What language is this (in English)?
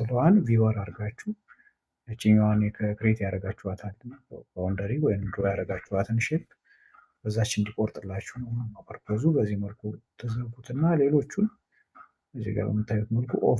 Amharic